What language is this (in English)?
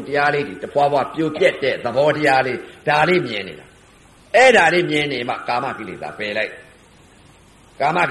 Burmese